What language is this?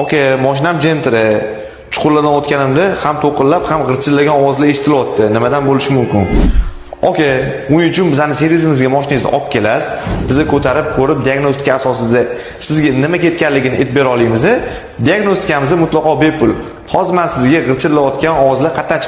Uzbek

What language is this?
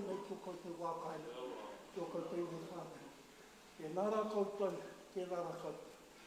Māori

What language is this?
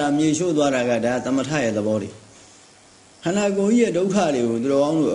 Burmese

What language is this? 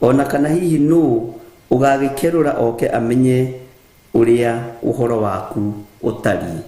Kikuyu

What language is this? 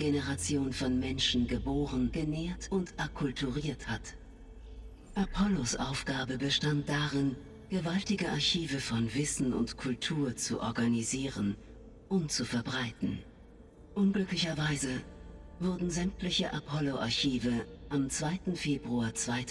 Bavarian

